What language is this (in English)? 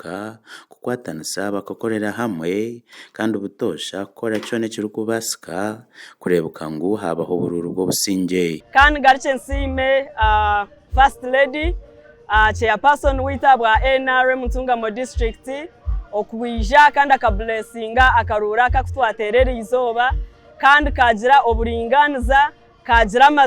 Nyankole